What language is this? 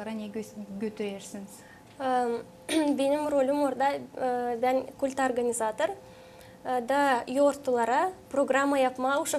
Gagauz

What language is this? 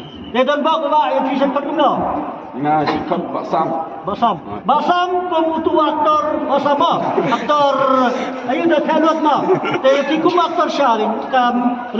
Khasi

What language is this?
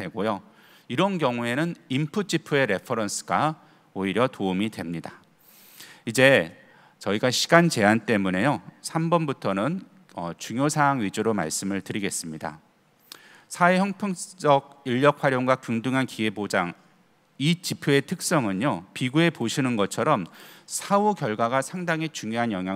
Korean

